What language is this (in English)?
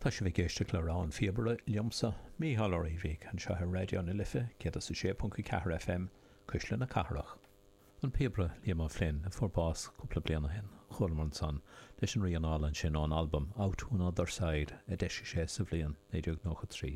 Irish